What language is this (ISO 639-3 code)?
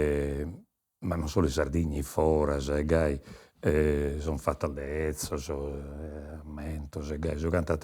srd